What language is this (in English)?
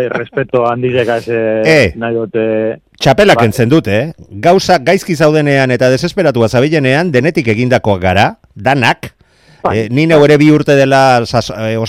Basque